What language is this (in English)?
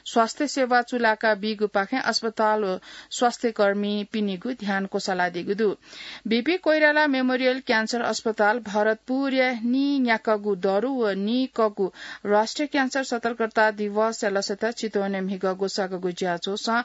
Newari